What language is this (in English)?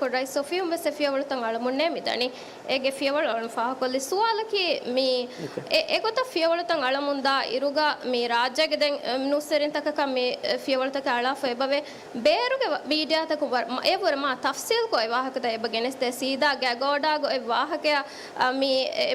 Divehi